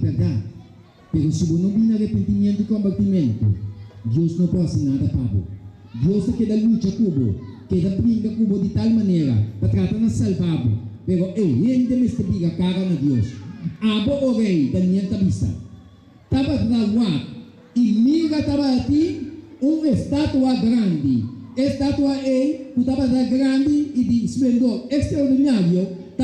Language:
Papiamento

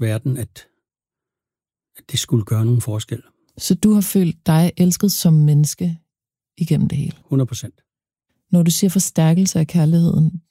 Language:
Danish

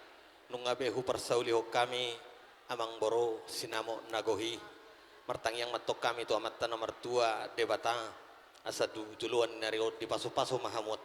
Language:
Batak Toba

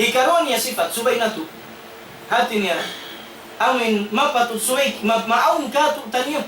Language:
Tausug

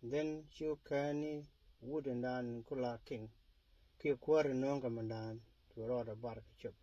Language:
Nuer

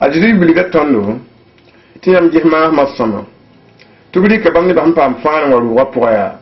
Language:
Mossi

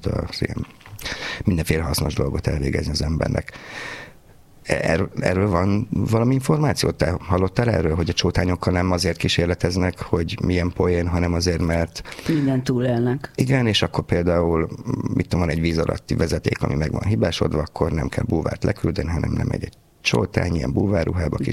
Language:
Hungarian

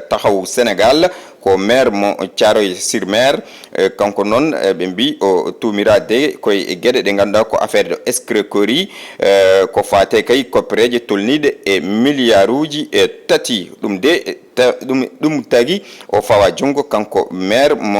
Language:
Fula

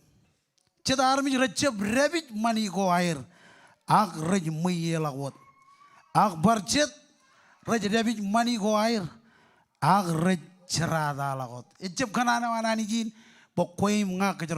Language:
Marshallese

